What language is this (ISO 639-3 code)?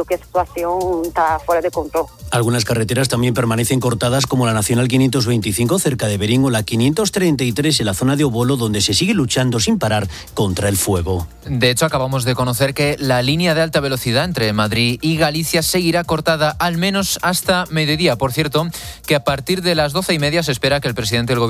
spa